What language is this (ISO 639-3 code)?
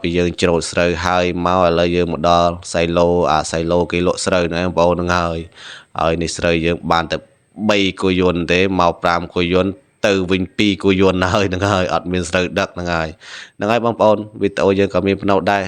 khm